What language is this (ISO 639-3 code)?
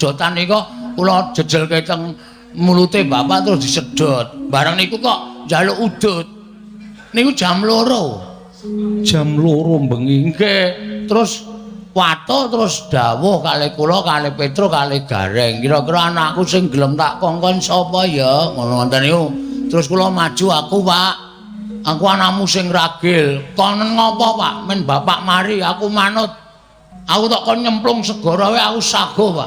jav